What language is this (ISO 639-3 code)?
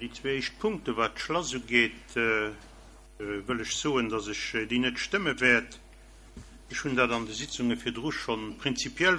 ltz